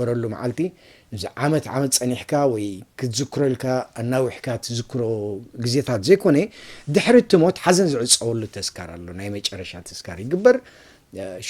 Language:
Tigrinya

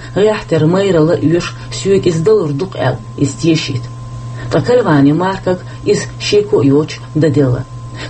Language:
Chechen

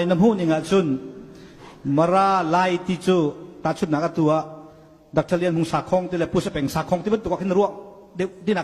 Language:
Hakha Chin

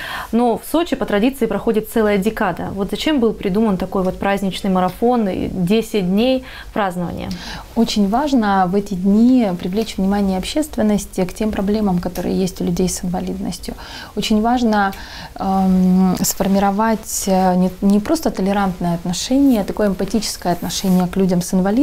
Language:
Russian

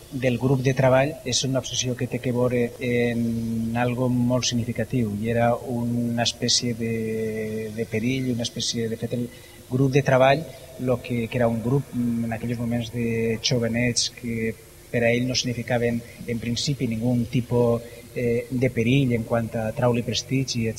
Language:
Catalan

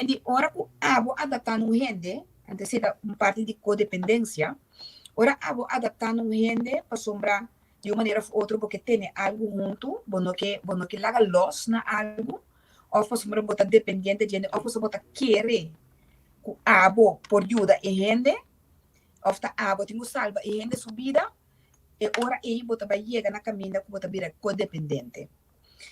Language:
Papiamento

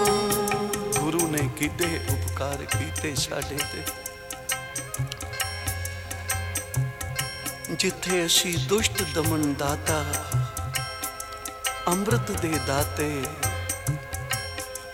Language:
Punjabi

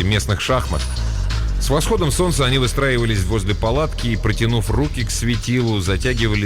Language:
Russian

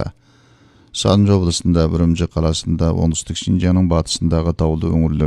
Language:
Kazakh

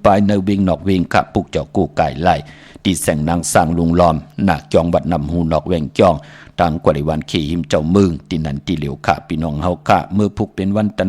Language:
Shan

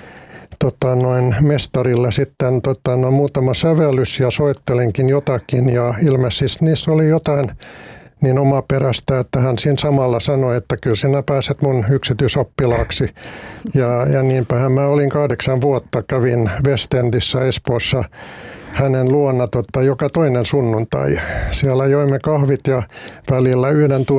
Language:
Finnish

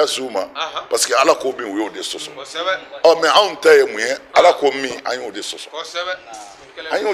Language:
Bambara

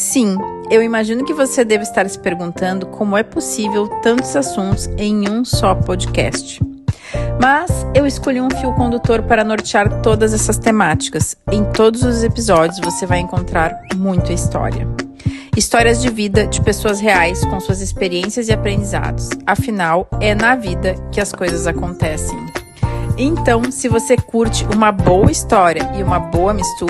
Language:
Portuguese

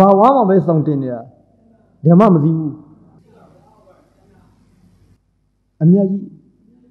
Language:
Burmese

